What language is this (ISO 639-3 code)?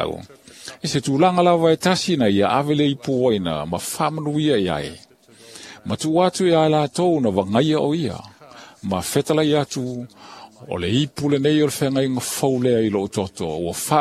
smo